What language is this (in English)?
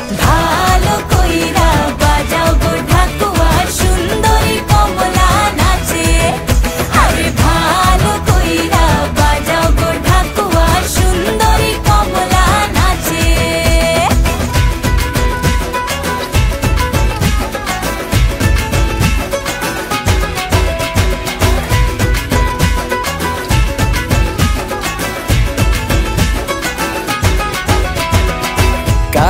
Bangla